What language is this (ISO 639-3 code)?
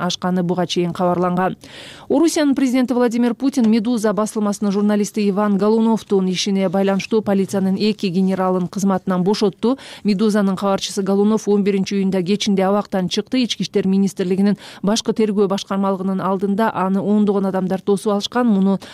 kir